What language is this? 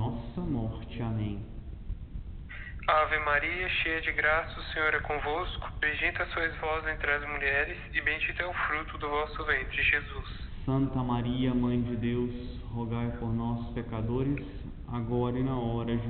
Portuguese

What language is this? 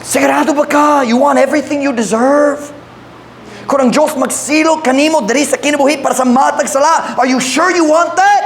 Cebuano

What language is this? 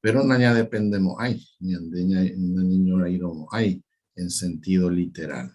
Guarani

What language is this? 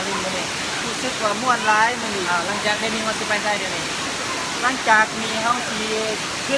Lao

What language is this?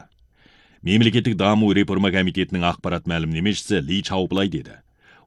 Kazakh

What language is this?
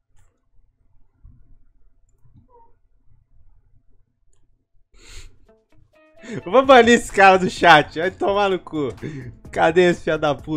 Portuguese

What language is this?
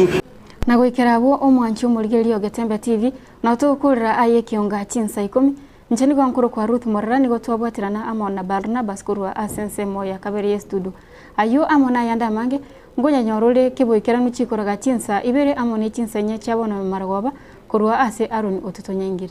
Gusii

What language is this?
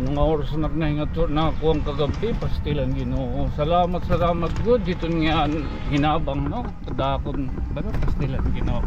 Waray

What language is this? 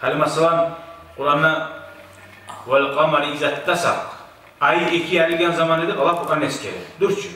Kumyk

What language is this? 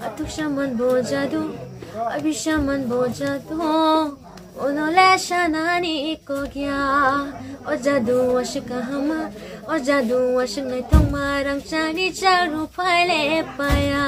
Kok Borok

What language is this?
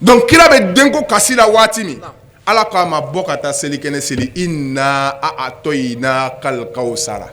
Bambara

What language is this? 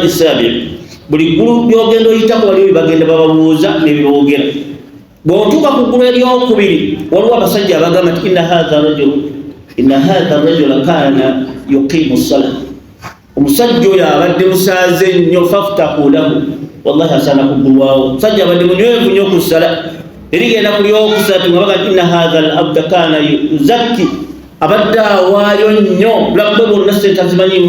Ganda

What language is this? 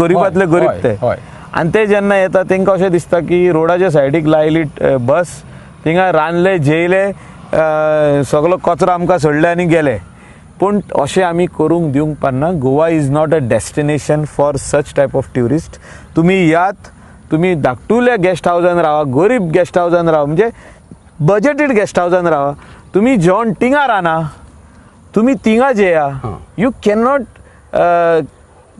Konkani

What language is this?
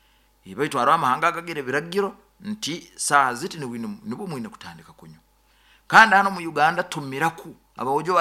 Nyoro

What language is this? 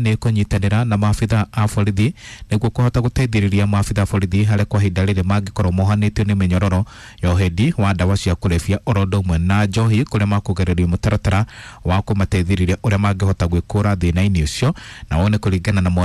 Kikuyu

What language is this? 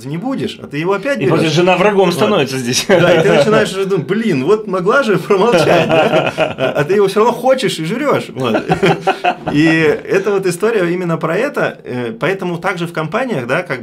Russian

